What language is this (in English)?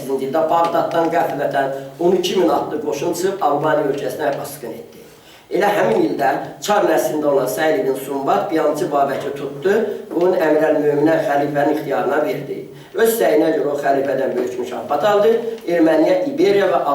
Azerbaijani